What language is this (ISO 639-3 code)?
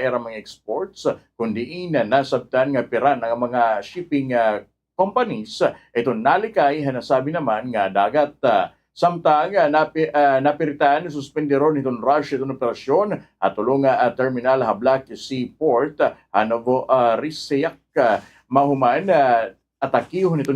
war